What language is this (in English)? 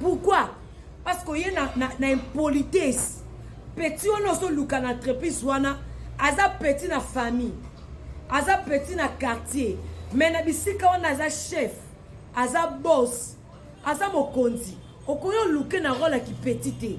Lingala